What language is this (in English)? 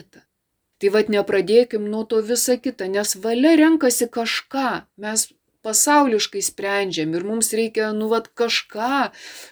Lithuanian